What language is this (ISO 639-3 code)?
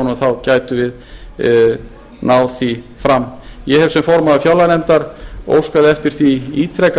isl